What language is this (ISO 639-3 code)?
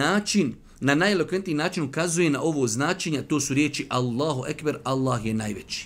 bos